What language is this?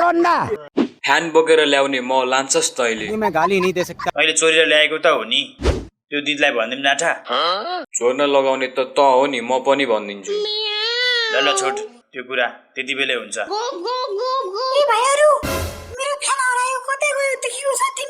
Nepali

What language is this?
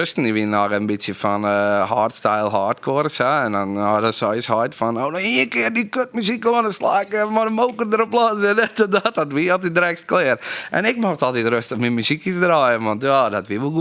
Western Frisian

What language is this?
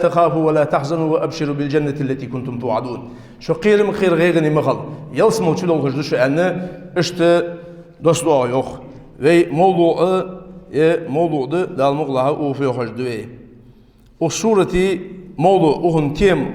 Ingush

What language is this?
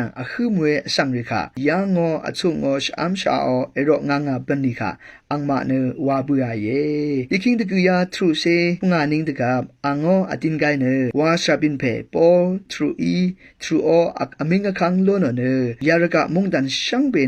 Rawang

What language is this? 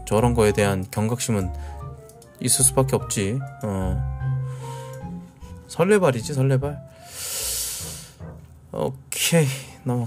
Korean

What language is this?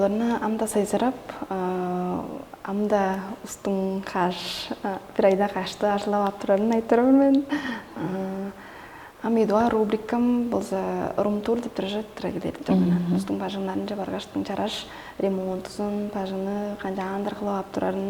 Tuvinian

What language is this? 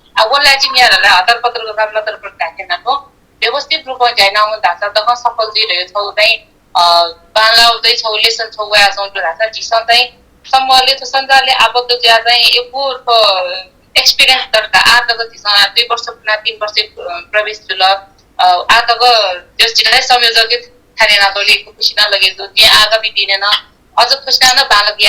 Newari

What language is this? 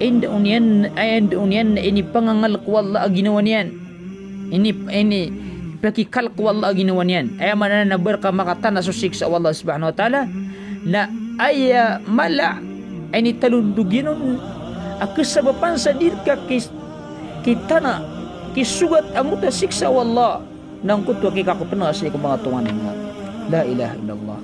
Maranao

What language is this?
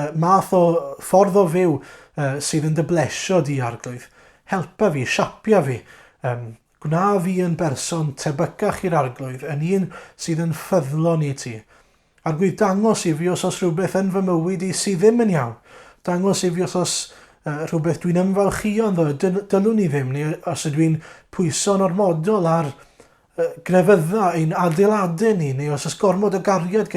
Welsh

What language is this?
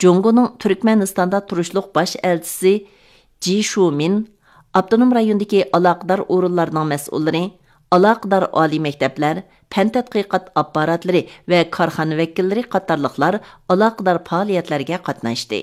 Uyghur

